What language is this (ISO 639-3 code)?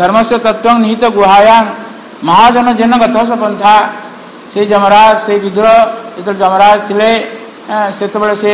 ori